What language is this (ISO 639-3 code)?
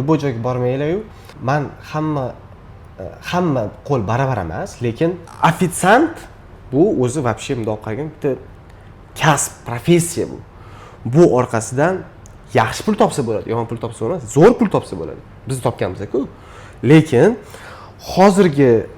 uzb